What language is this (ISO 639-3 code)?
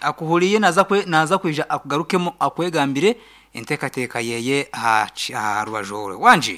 nyn